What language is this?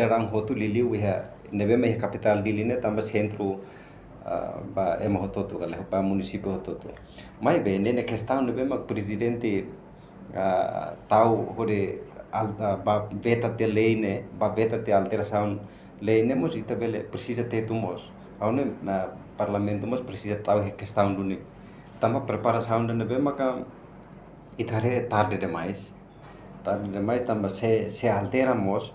Tetum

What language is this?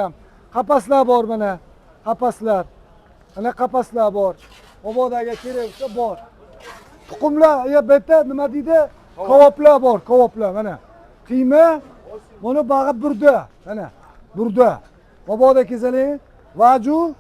Uzbek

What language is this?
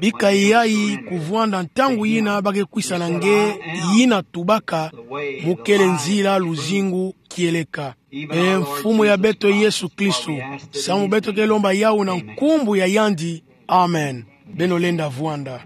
Kituba (Democratic Republic of Congo)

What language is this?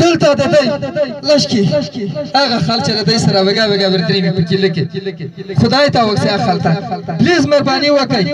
Pashto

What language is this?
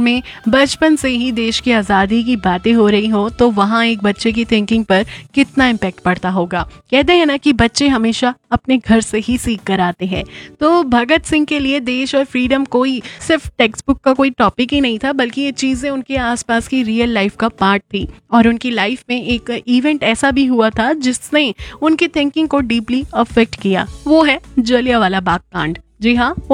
Hindi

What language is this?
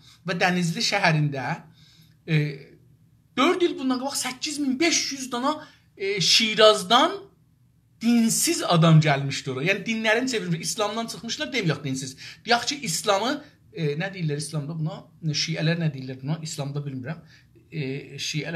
South Azerbaijani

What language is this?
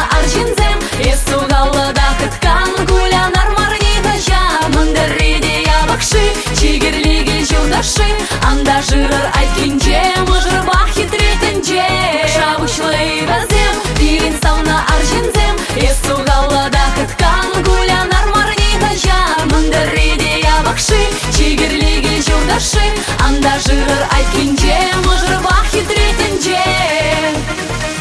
Chuvash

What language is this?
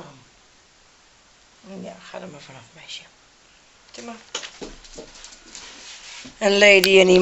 Dutch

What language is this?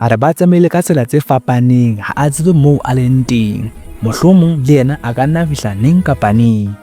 Southern Sotho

